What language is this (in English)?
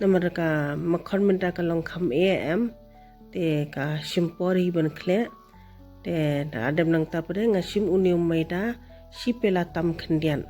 Khasi